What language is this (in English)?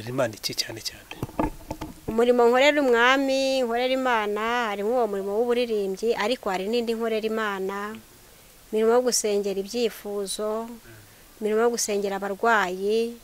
Kinyarwanda